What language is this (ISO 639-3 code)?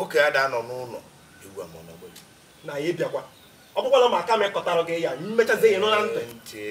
ibo